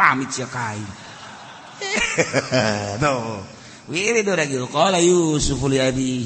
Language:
Sundanese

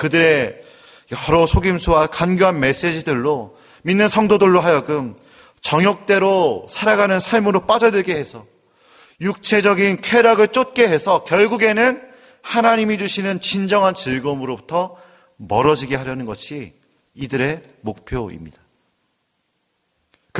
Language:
Korean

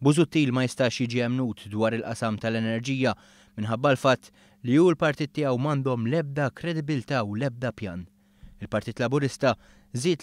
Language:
Maltese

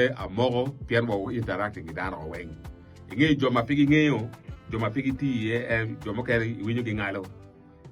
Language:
Acoli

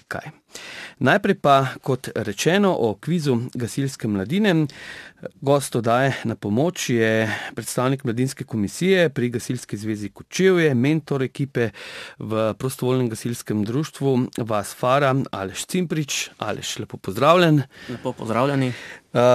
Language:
Slovenian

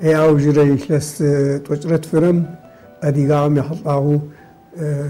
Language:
Adyghe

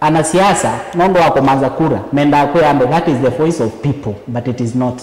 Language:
Kamba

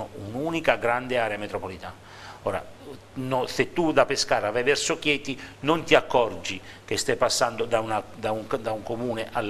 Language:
Italian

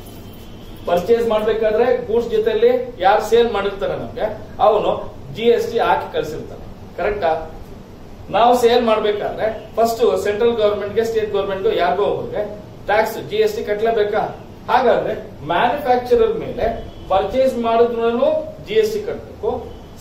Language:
Kannada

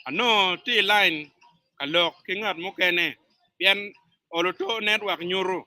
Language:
Acoli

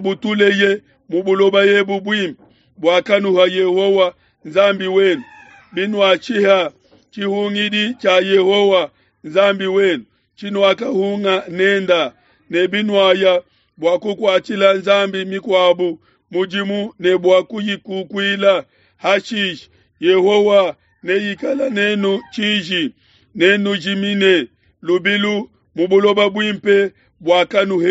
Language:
Luba-Lulua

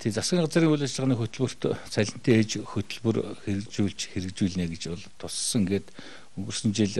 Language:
Mongolian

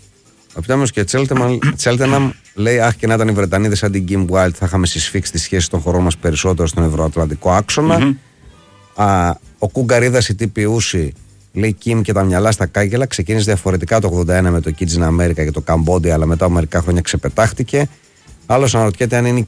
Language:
Greek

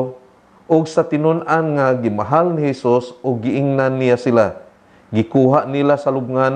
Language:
Cebuano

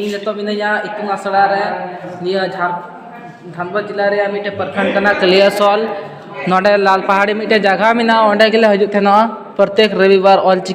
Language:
Santali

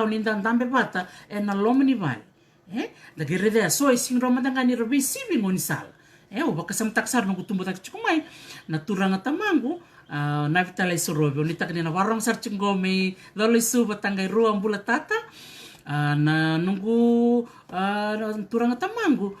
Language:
Fijian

